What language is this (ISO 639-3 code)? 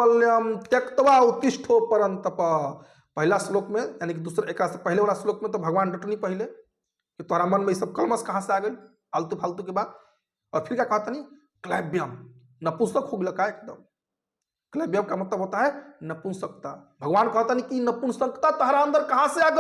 bho